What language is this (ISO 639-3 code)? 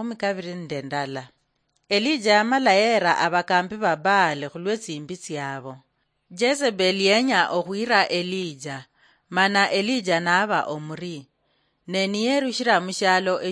luy